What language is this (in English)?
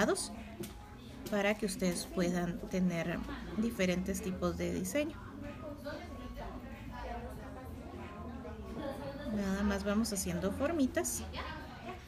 Spanish